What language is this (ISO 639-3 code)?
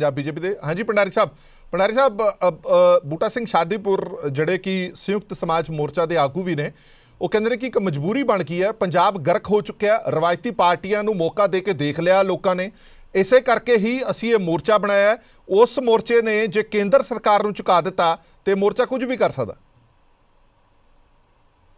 pan